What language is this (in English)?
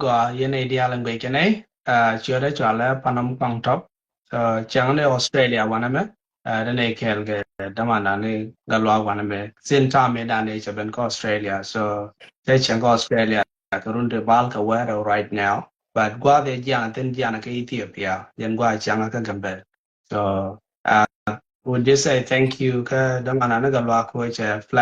Nuer